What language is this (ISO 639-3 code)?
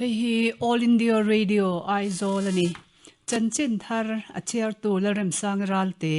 lus